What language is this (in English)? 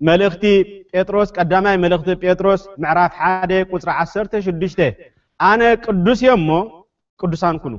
Tigrinya